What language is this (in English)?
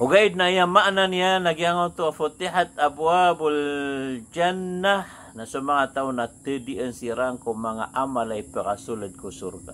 Maranao